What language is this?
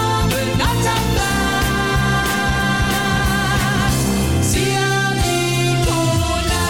Danish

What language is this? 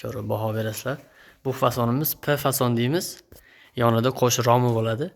Uzbek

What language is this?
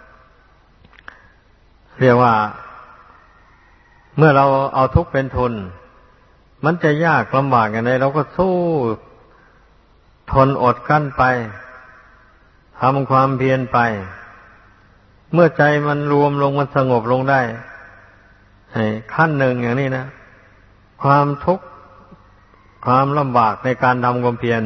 Thai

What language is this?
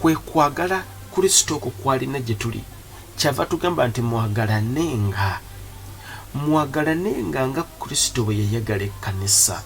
Ganda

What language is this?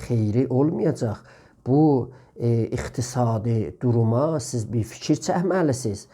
South Azerbaijani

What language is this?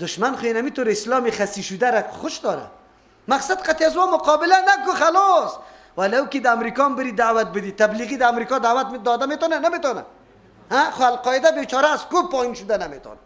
Persian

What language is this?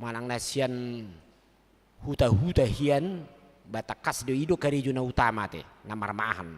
Batak Toba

